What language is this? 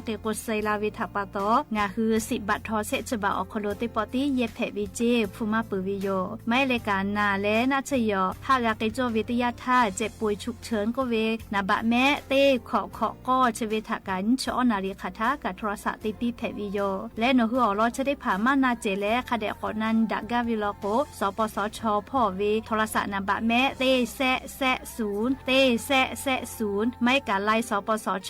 Lahu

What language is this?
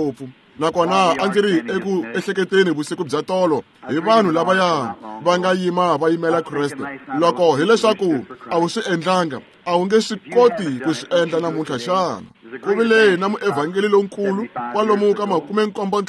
Tsonga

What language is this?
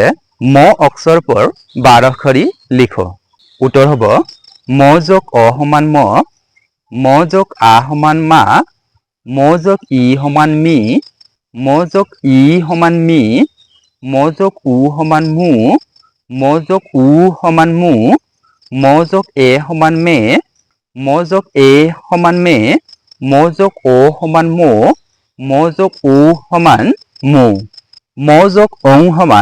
Assamese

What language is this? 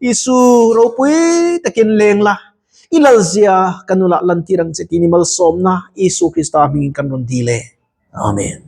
Mizo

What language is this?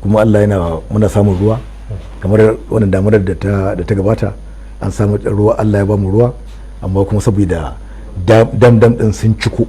Hausa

